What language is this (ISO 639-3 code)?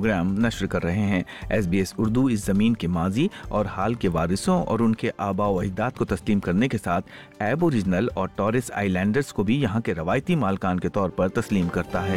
urd